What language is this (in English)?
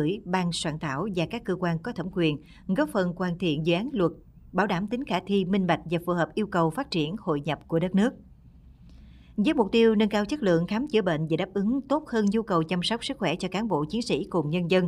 Vietnamese